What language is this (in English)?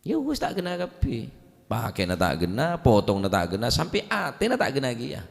Madurese